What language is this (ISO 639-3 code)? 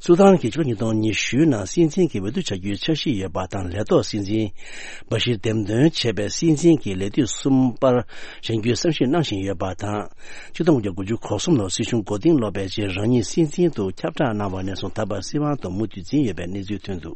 bod